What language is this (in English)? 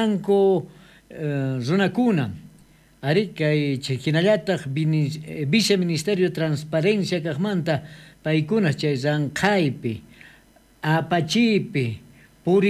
South Bolivian Quechua